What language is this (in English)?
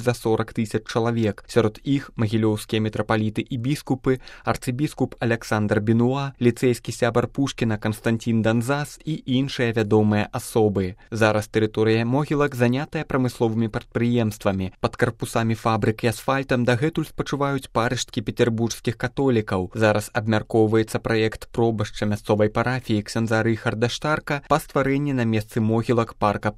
Belarusian